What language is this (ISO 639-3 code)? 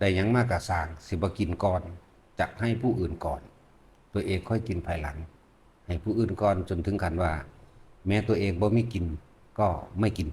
tts